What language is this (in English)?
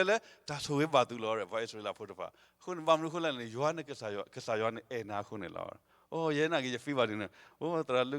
S'gaw Karen